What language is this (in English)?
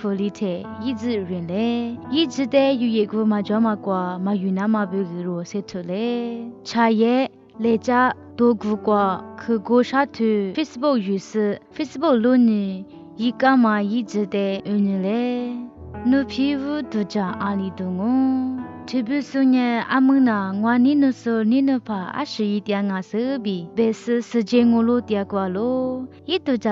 Lisu